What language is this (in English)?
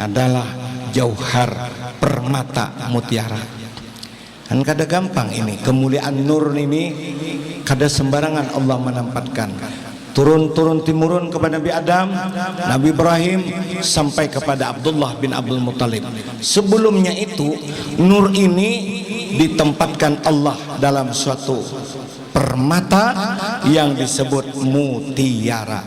Banjar